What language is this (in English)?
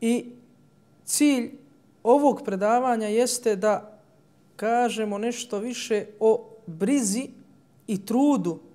Bosnian